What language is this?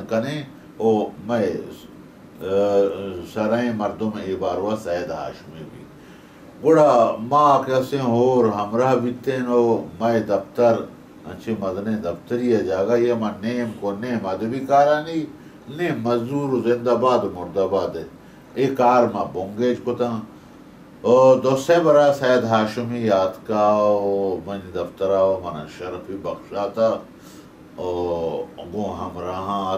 Baluchi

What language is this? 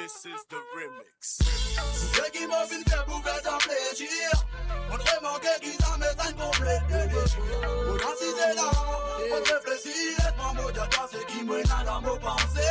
Morisyen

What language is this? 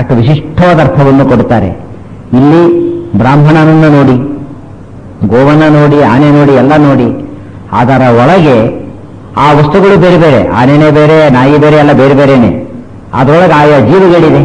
Kannada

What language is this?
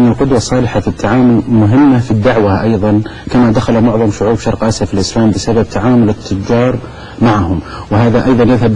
Arabic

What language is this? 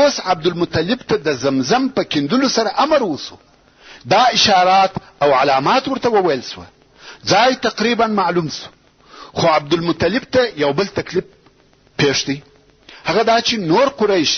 Pashto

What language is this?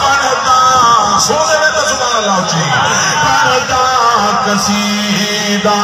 Saraiki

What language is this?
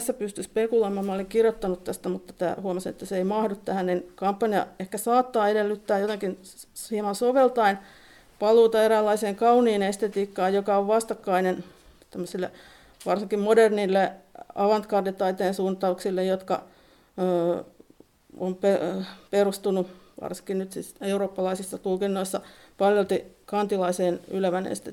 Finnish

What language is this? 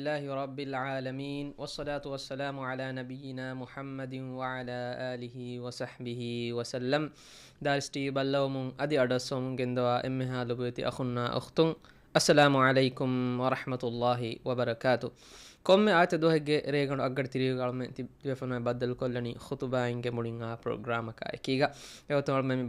Divehi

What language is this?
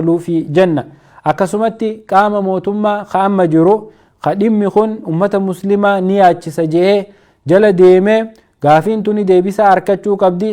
Oromo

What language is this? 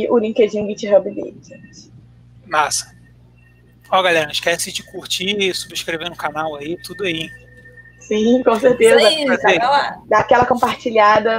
Portuguese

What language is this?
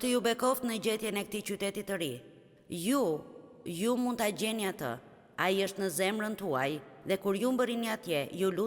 Albanian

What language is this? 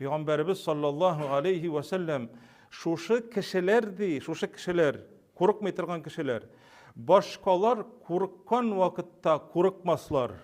Tatar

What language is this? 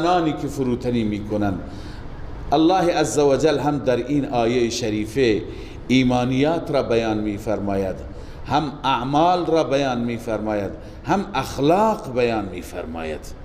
Persian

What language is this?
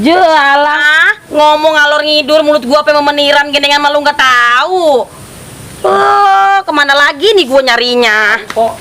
Betawi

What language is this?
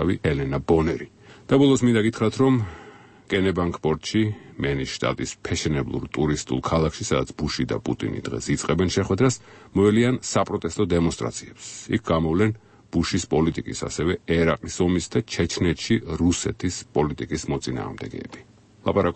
Georgian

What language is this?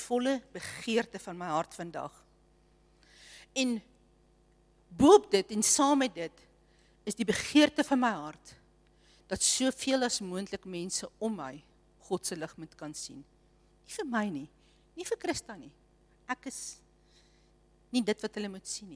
Afrikaans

